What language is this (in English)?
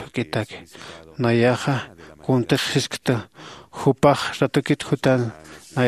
Aymara